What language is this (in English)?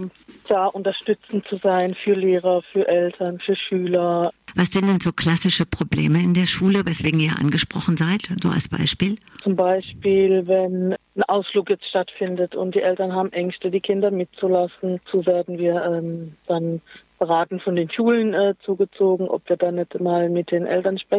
German